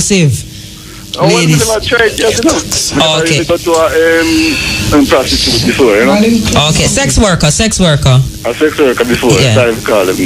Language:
Jamaican Creole English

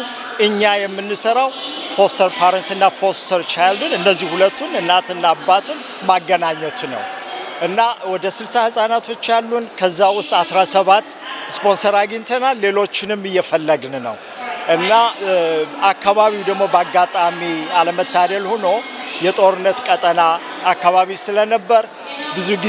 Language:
Amharic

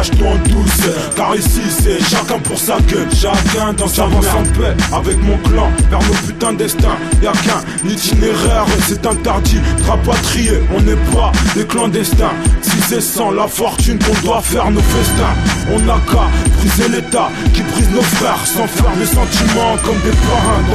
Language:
French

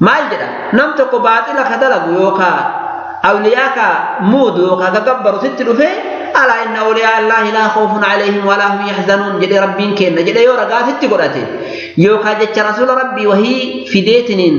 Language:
Oromo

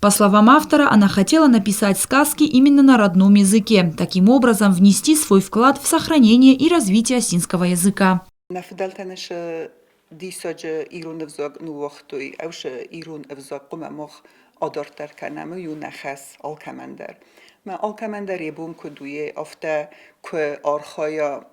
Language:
Ossetic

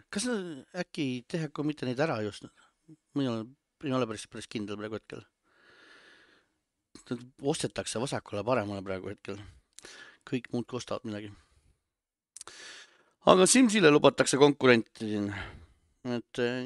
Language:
Estonian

